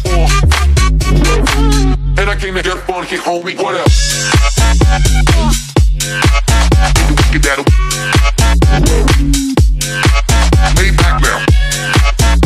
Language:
English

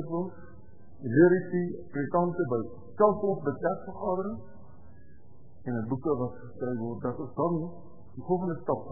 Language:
Afrikaans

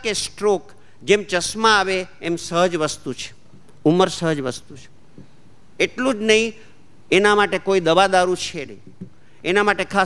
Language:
Gujarati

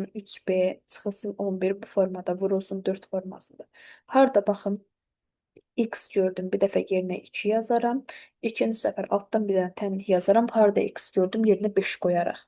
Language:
Azerbaijani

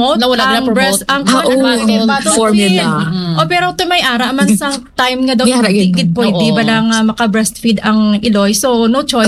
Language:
Hiligaynon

